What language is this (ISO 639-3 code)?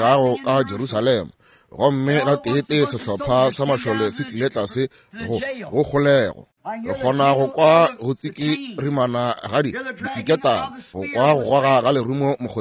nso